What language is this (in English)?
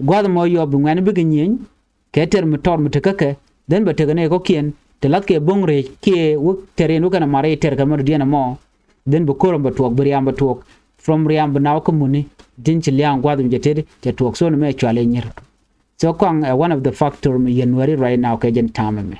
Nuer